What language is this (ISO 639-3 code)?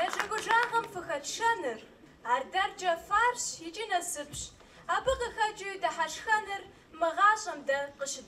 kbd